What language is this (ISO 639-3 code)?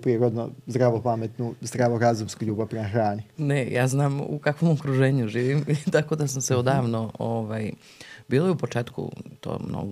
srp